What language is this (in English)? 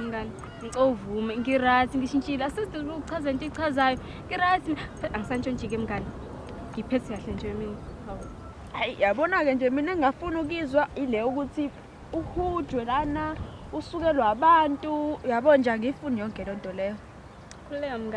Zulu